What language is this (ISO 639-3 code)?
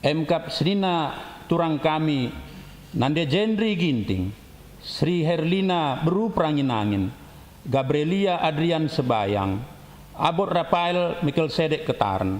btx